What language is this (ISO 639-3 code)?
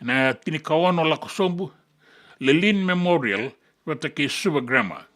fij